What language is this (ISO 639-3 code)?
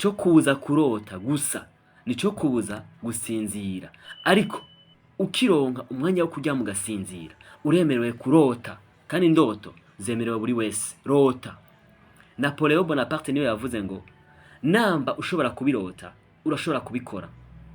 run